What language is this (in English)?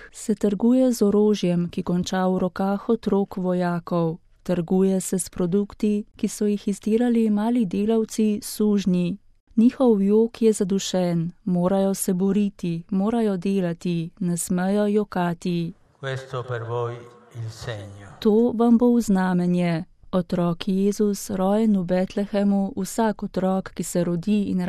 Slovenian